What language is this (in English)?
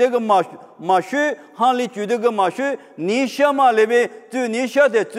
Lisu